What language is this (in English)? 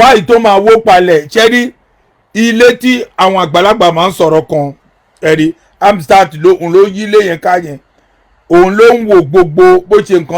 Yoruba